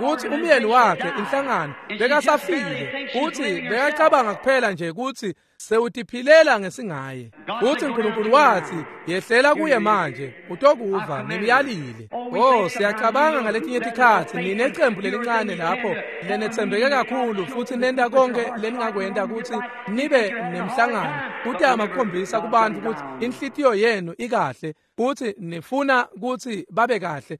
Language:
Swati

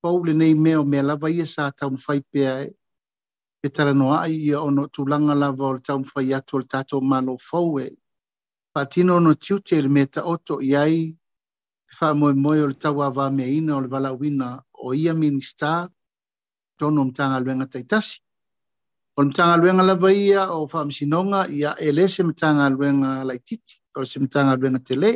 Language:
Samoan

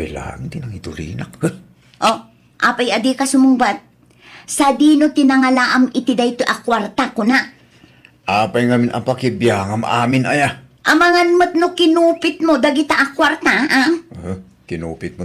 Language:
Iloko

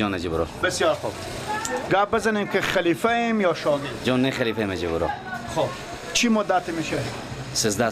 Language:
Persian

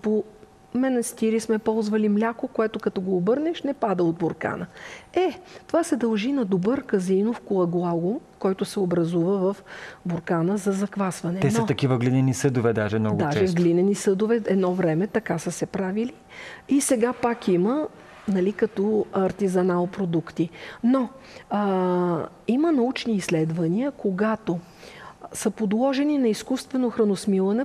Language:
Bulgarian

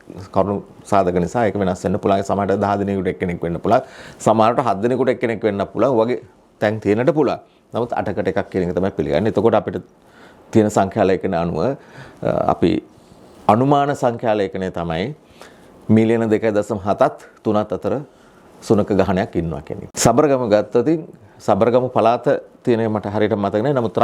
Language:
Sinhala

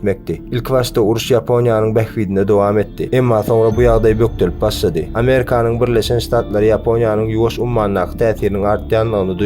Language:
Turkmen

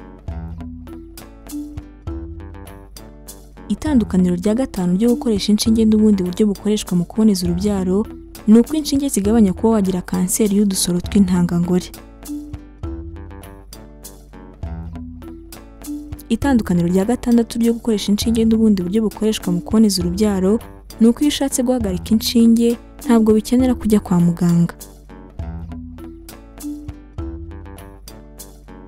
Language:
Kinyarwanda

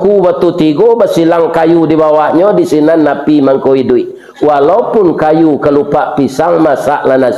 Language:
Minangkabau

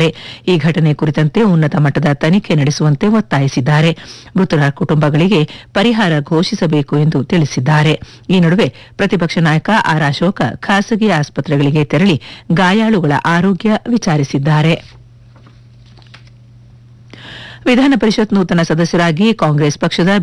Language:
Kannada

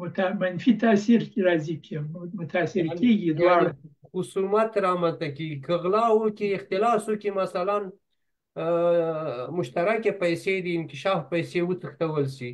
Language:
Pashto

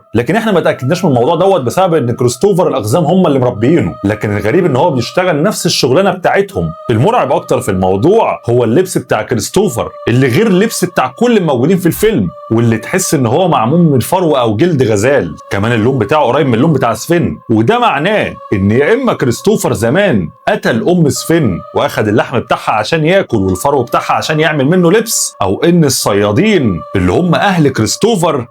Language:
Egyptian Arabic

